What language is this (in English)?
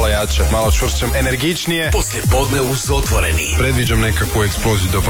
Croatian